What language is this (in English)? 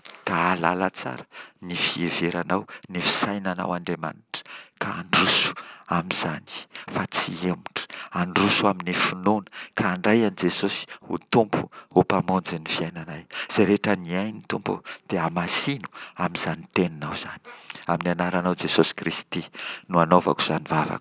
Malagasy